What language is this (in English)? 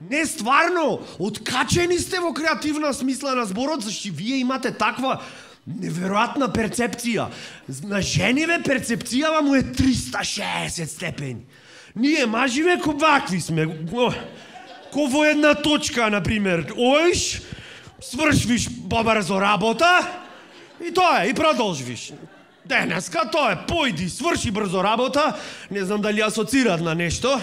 Macedonian